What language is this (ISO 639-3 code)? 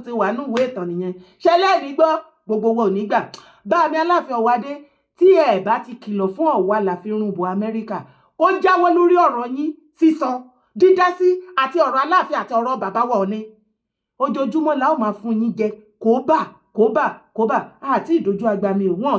yor